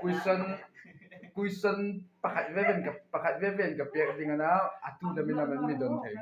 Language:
Hmar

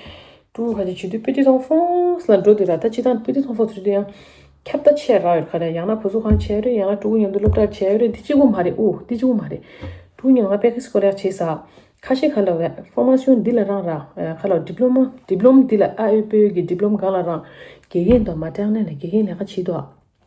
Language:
Tibetan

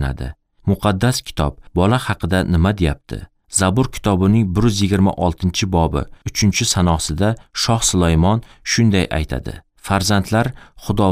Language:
Uzbek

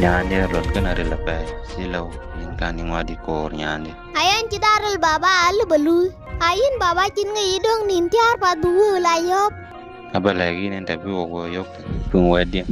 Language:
Dinka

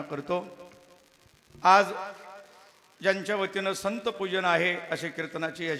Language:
Marathi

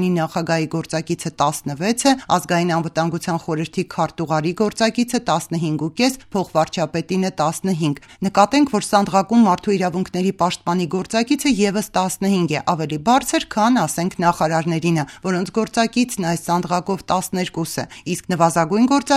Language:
Armenian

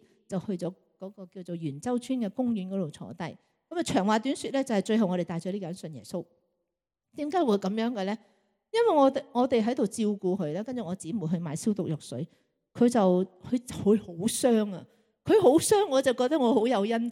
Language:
Cantonese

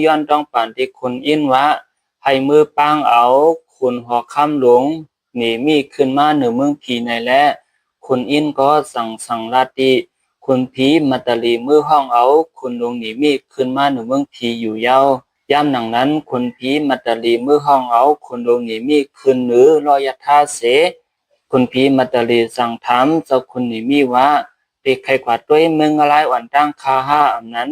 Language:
Shan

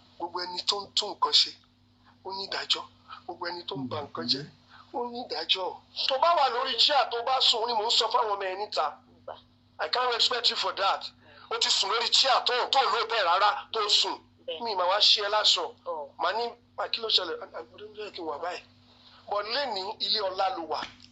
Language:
Yoruba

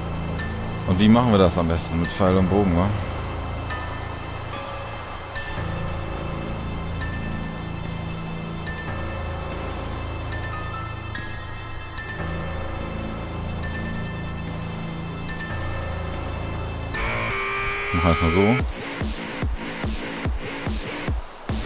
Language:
German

